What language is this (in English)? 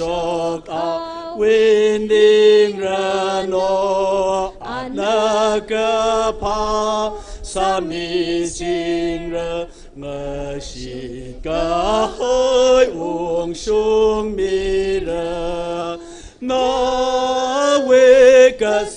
Tangkhul Naga (India)